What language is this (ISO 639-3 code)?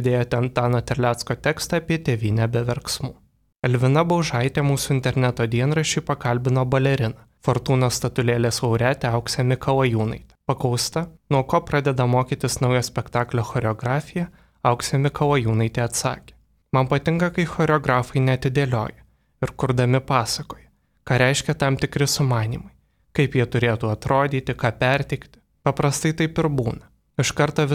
lit